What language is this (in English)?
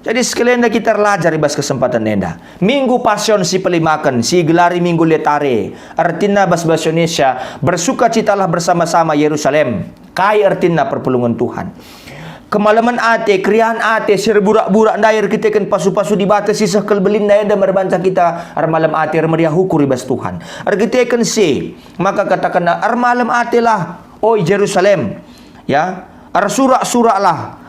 Batak Karo